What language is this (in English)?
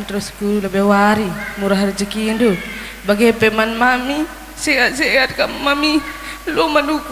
Batak Karo